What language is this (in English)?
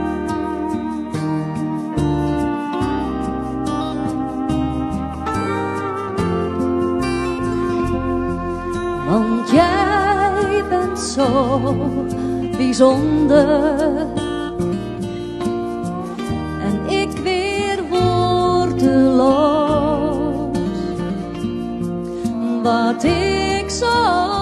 Dutch